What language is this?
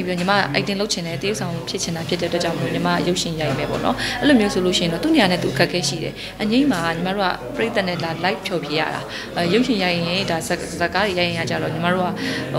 Burmese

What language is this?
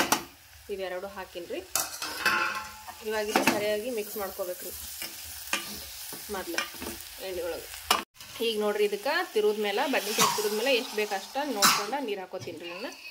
Kannada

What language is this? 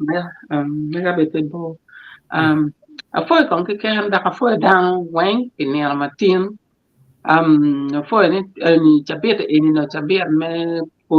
Acoli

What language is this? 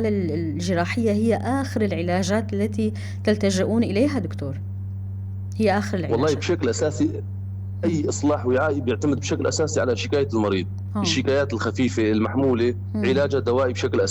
North Levantine Arabic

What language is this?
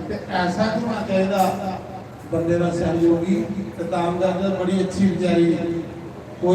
Dogri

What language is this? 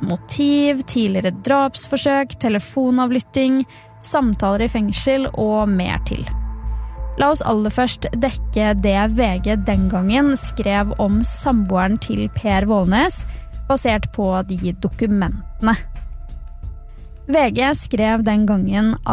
Norwegian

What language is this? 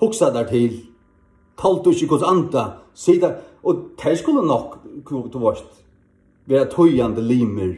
Faroese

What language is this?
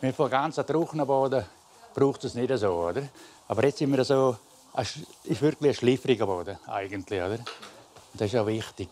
Romansh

